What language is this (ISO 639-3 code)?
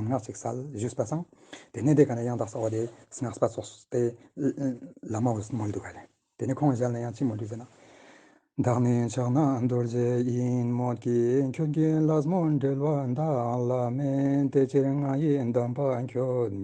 lbj